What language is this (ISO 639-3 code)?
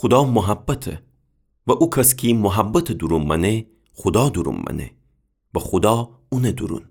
glk